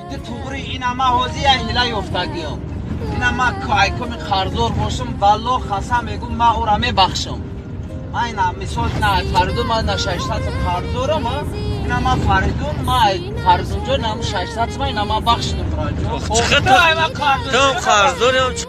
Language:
Tajik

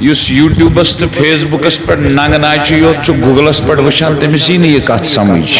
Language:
Kashmiri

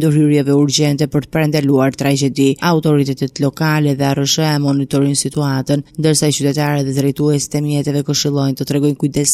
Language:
Albanian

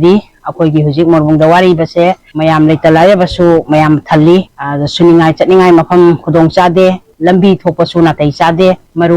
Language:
Manipuri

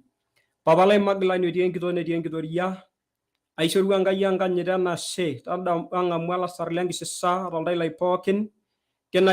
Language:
Masai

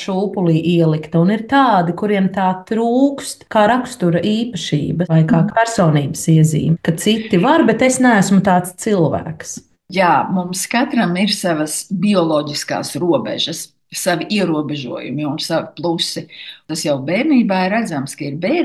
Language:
Latvian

